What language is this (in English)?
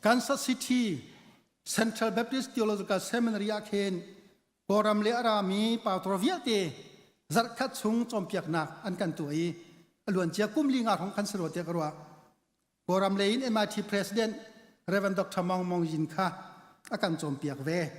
Hakha Chin